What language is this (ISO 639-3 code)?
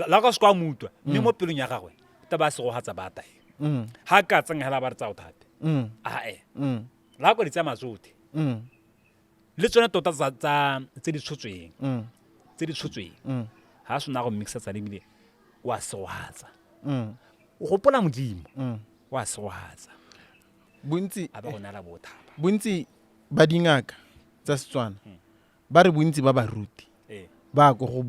tsn